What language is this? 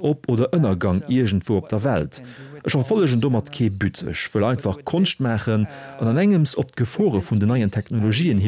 Luxembourgish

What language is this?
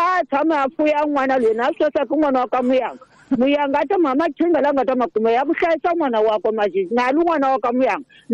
Tsonga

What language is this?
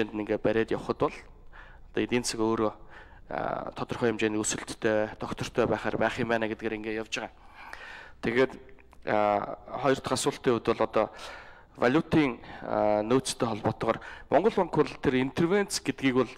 Mongolian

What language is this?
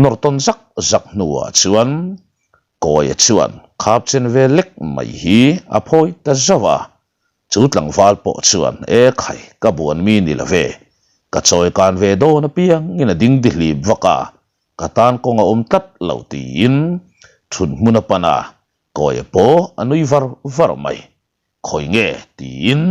Mizo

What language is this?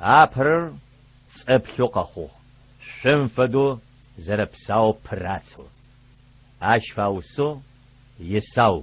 Adyghe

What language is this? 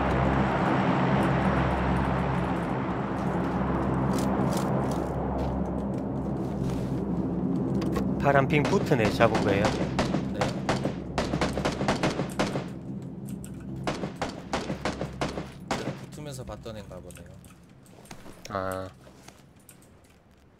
Korean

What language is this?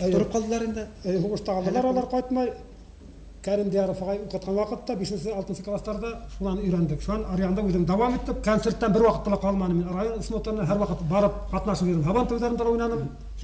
Bashkir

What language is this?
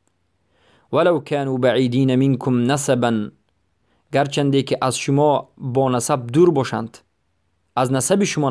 Tajik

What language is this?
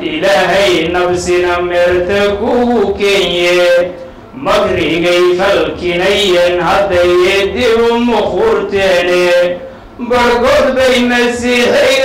Somali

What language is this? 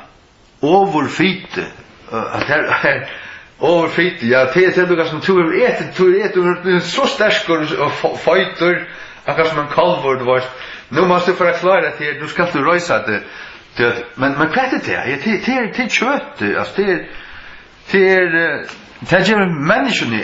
Faroese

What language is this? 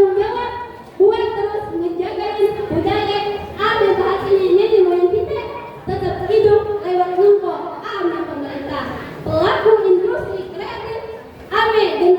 Betawi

